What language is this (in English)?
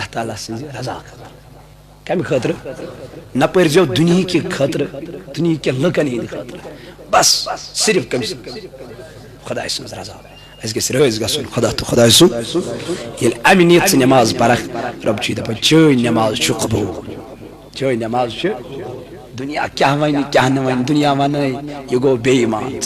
Kashmiri